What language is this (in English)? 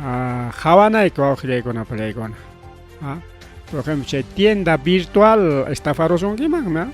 Ayacucho Quechua